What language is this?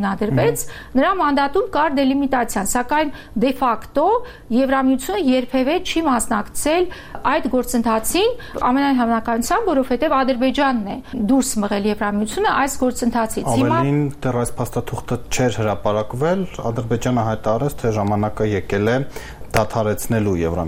Armenian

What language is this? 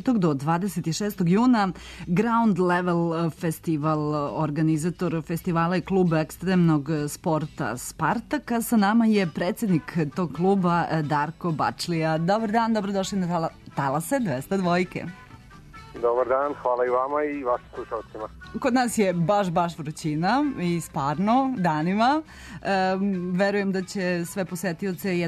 Serbian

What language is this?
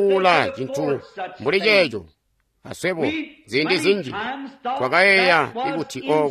Tonga (Zambia)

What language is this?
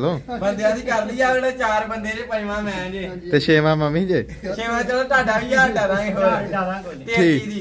Punjabi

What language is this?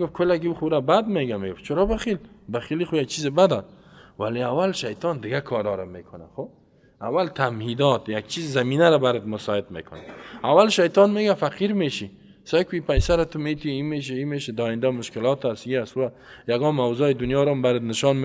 Persian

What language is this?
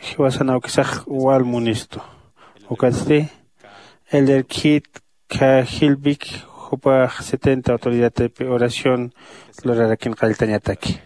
Aymara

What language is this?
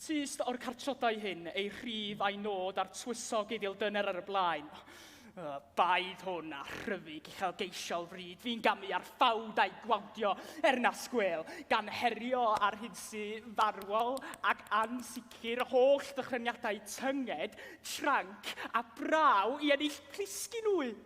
Welsh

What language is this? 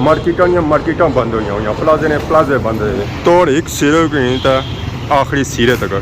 Pahari-Potwari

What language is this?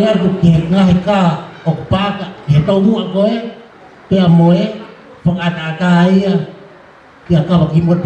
Tongan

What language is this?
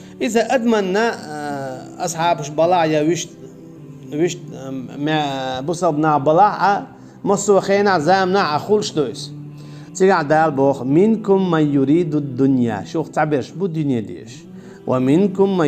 Chechen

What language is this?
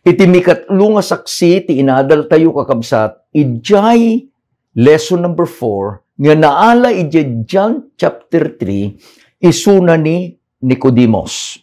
Iloko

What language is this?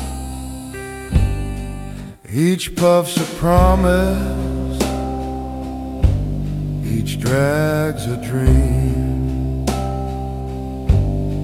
English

